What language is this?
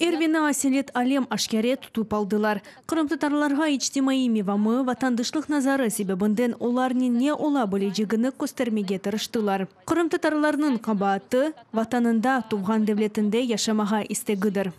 Crimean Tatar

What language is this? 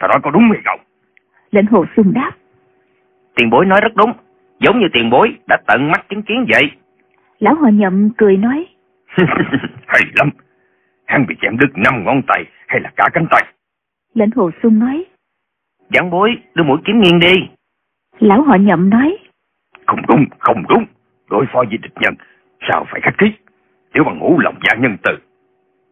Vietnamese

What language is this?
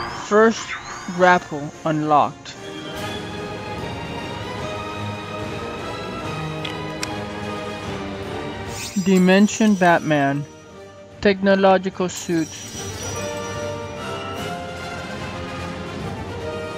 English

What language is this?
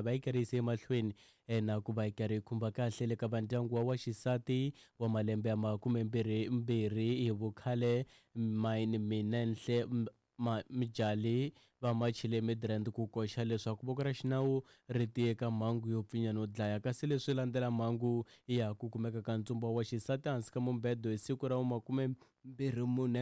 Tsonga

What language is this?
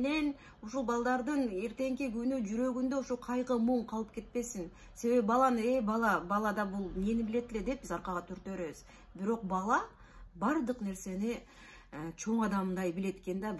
Kyrgyz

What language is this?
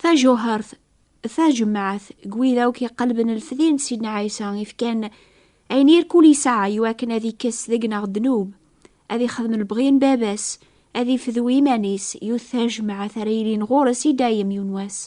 Kabyle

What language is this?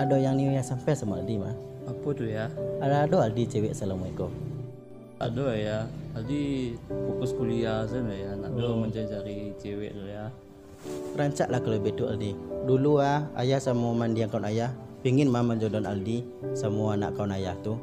Minangkabau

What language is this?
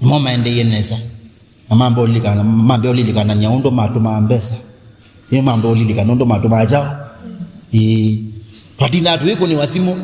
Kamba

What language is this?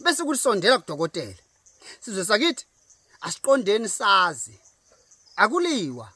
Zulu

